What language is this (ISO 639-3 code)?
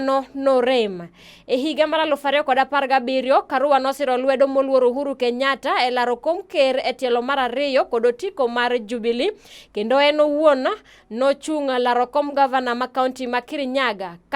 luo